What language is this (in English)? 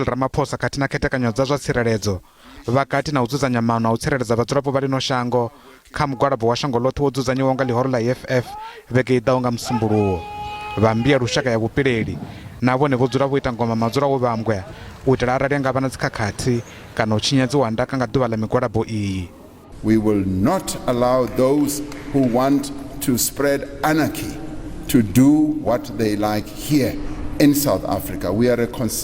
Venda